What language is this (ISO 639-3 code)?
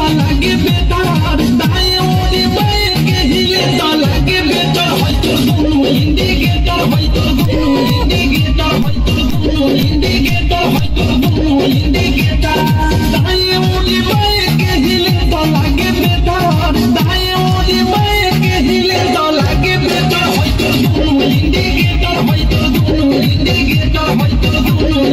bho